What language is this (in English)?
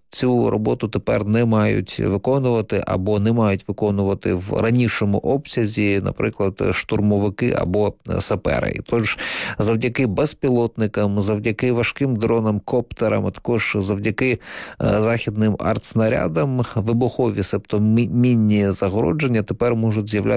Ukrainian